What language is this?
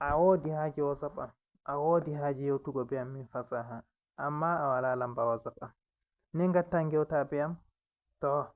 Fula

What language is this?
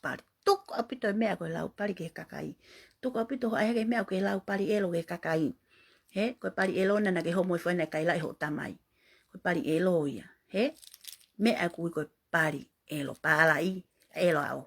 Tongan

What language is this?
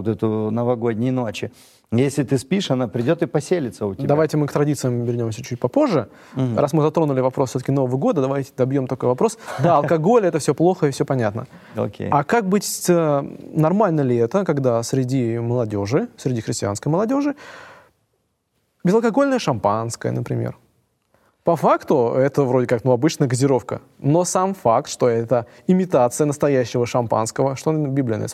Russian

